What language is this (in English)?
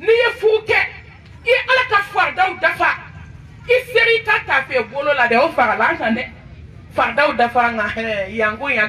Bambara